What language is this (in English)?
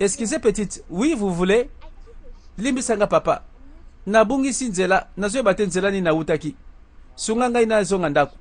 Lingala